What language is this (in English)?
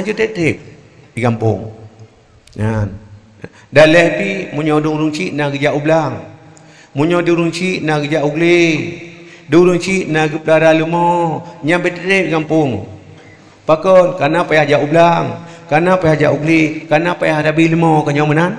Achinese